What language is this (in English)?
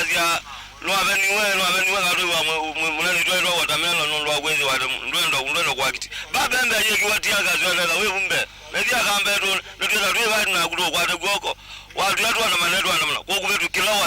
Kamba